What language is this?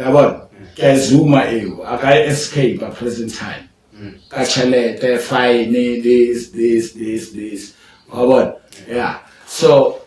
Zulu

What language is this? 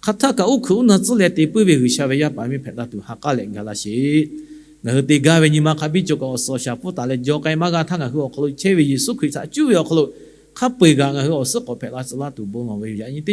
Lahu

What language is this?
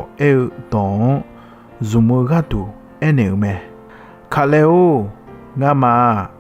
Akha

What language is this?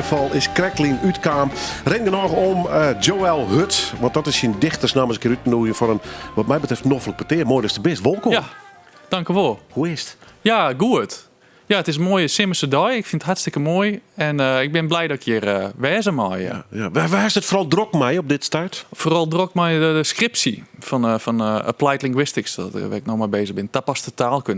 Western Frisian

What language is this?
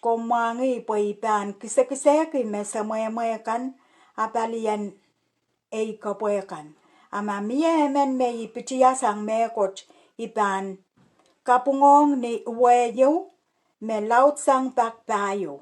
Pohnpeian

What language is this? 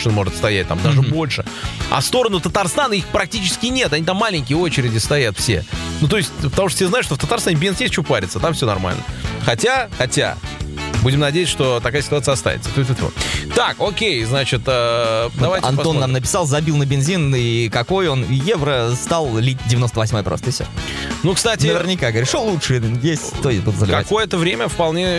Russian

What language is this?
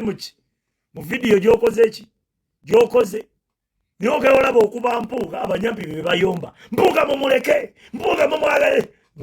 Ganda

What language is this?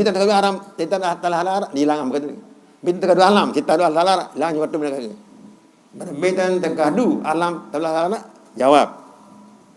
Sasak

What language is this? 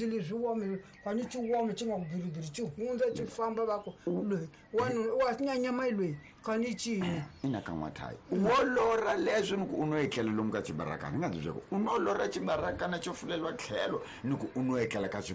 Tsonga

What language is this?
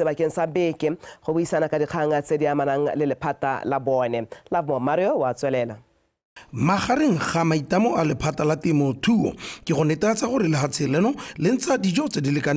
Tswana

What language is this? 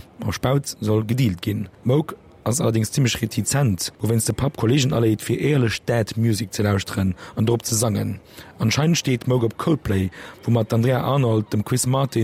Luxembourgish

